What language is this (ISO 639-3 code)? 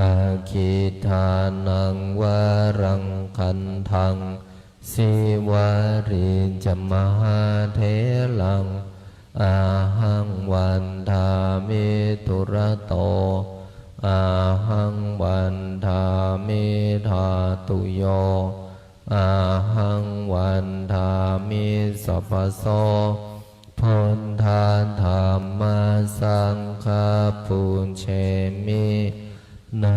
pli